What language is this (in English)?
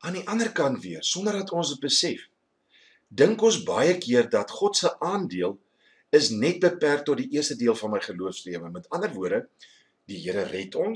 Afrikaans